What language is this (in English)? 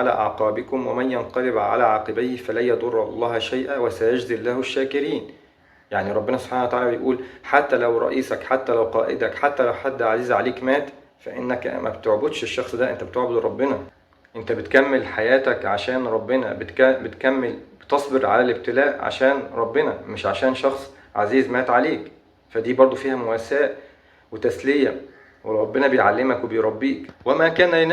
Egyptian Arabic